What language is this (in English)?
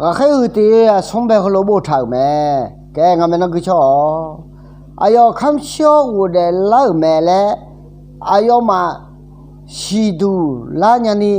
Akha